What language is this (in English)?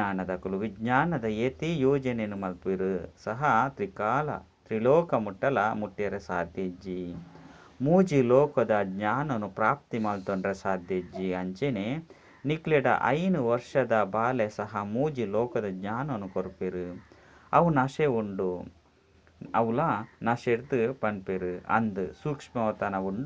Tulu